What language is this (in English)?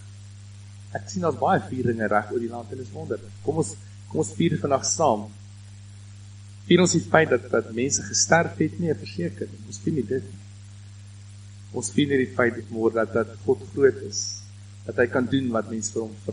Afrikaans